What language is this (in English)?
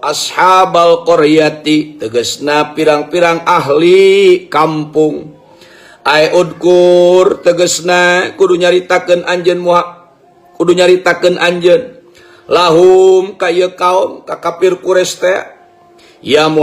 Sundanese